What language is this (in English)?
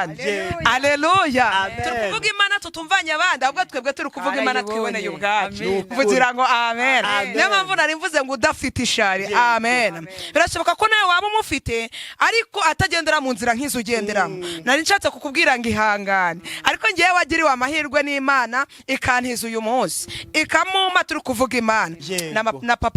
Kinyarwanda